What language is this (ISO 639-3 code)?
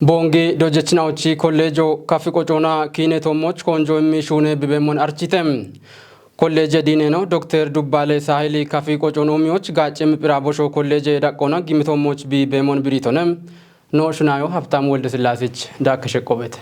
kbr